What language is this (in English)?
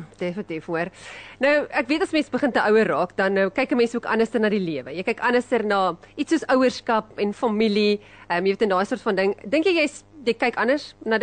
Afrikaans